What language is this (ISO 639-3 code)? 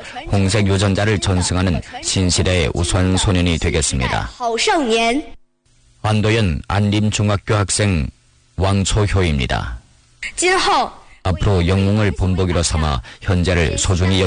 kor